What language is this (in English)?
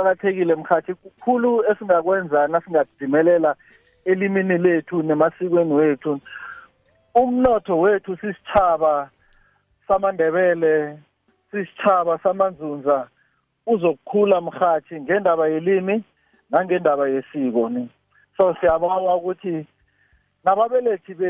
South Ndebele